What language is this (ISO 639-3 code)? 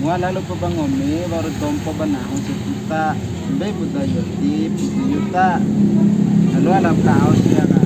bhp